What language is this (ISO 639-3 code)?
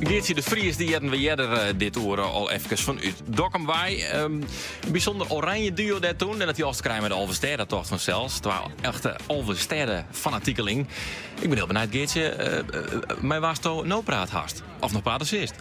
fry